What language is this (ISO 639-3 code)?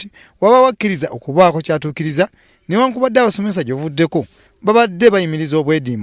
lug